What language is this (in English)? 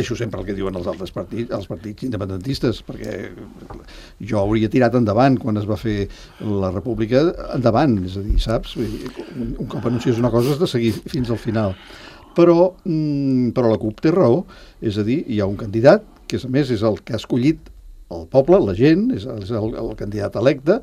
Catalan